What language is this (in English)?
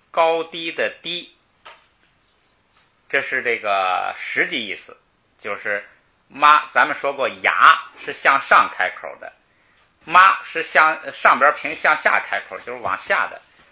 Chinese